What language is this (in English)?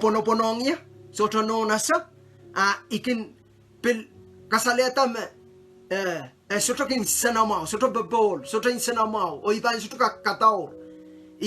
Pohnpeian